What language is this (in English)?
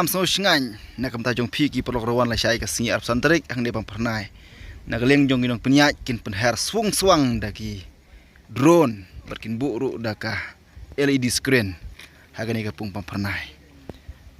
Khasi